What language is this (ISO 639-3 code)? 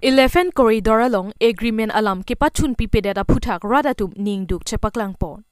mjw